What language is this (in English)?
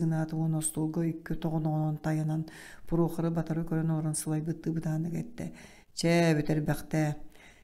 Yakut